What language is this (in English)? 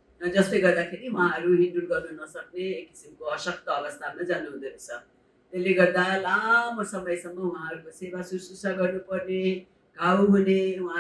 Nepali